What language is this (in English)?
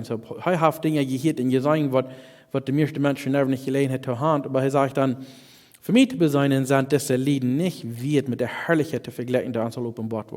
Plautdietsch